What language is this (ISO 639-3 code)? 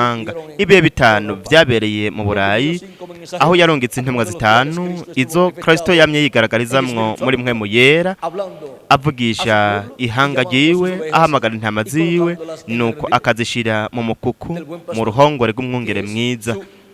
run